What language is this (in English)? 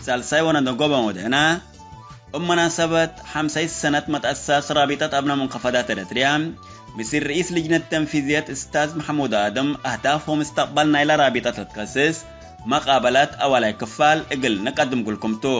Tigre